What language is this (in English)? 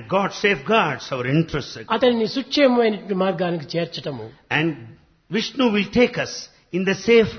Telugu